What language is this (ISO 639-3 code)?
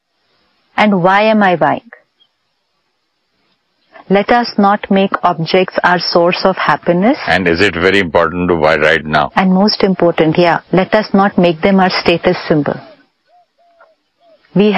hin